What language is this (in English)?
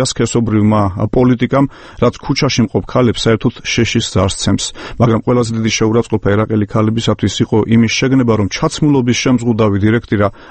Georgian